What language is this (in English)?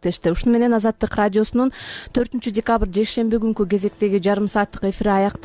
Kyrgyz